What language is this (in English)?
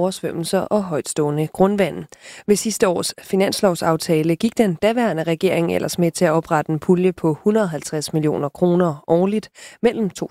Danish